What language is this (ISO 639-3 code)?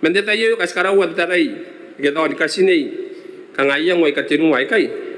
gil